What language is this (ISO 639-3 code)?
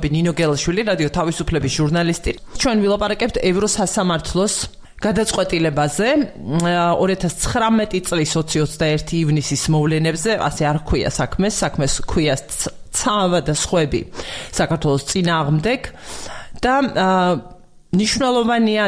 kat